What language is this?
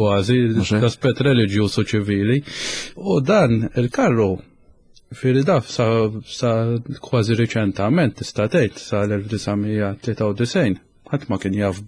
Maltese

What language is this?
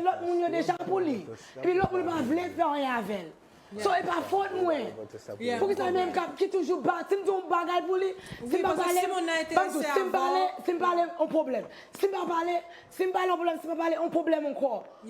Haitian Creole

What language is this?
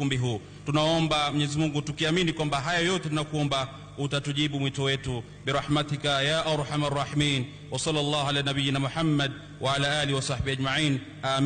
Luo (Kenya and Tanzania)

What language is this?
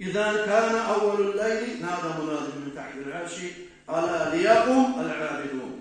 Kumyk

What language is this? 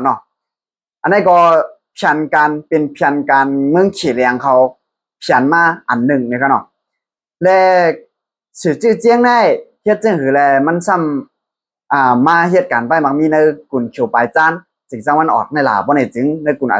Shan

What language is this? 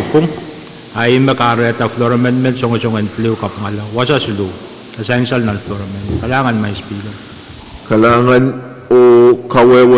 Pohnpeian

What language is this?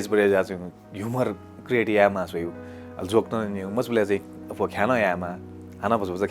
Newari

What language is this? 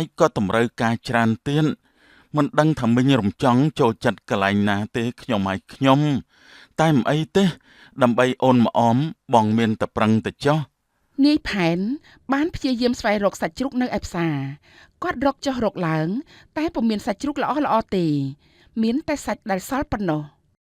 Khmer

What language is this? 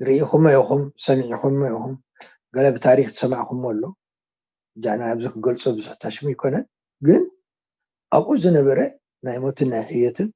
Tigrinya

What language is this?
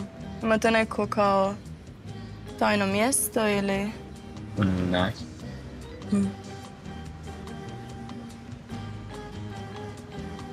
Croatian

